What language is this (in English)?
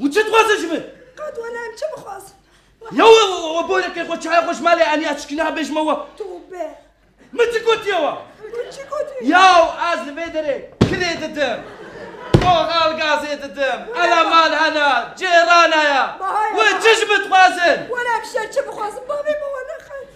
Kurdish